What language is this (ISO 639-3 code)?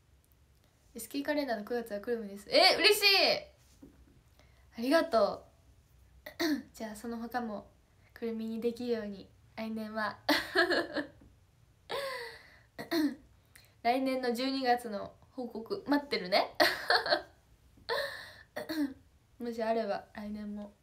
jpn